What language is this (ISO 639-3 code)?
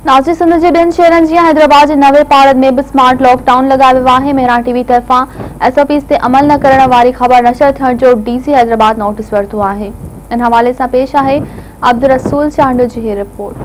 snd